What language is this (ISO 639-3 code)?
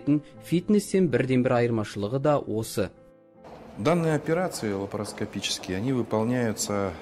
kaz